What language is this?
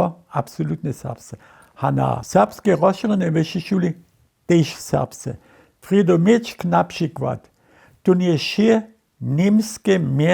Upper Sorbian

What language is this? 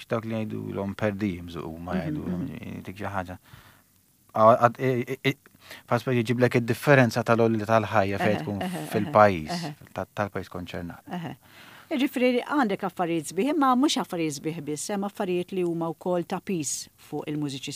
Maltese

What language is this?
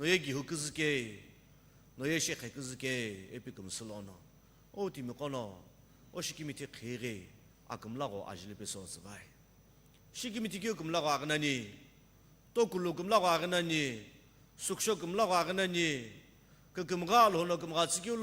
Sumi Naga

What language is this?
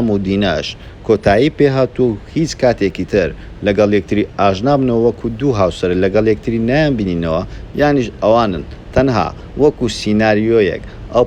Central Kurdish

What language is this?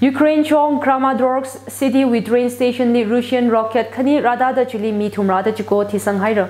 Tangkhul Naga (India)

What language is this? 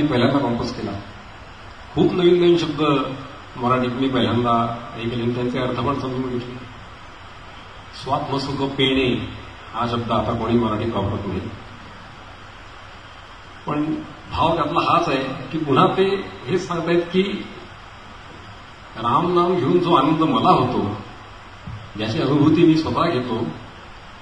Marathi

